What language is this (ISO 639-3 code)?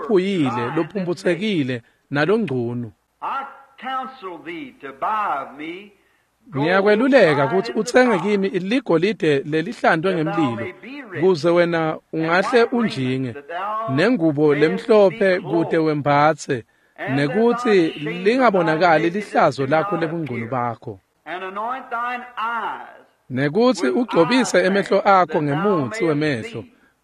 ssw